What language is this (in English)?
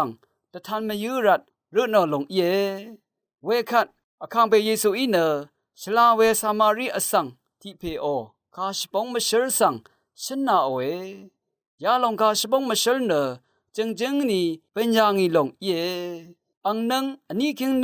Rawang